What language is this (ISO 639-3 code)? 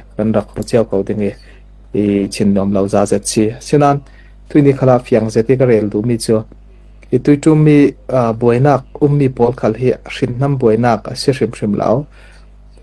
cfm